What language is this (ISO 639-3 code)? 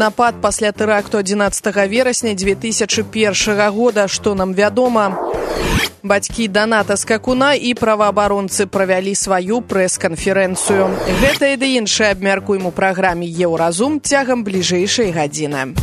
bel